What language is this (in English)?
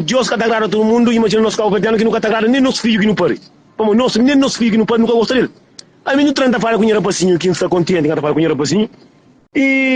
Kabuverdianu